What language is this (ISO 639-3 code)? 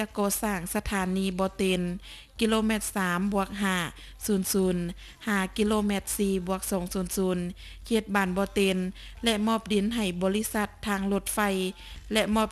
lao